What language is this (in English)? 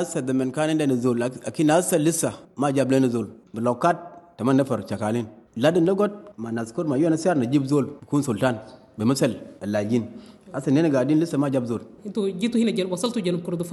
Sudanese Arabic